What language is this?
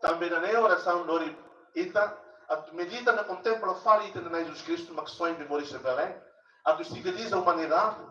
Tetum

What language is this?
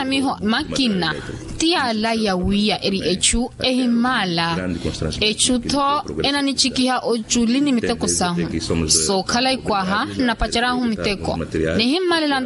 Makhuwa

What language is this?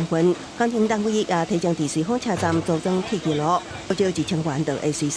Min Nan Chinese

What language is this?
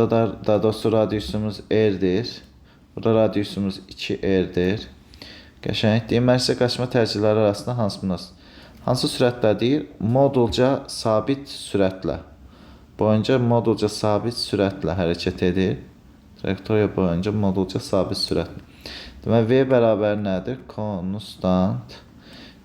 Azerbaijani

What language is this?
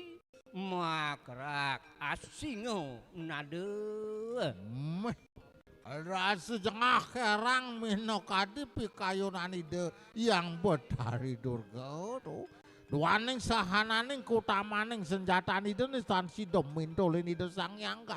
Balinese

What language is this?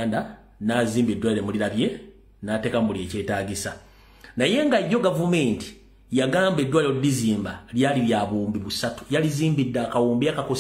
Ganda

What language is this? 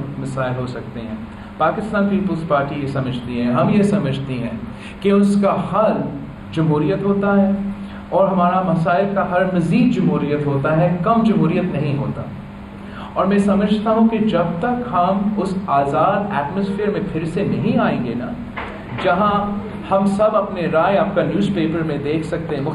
Urdu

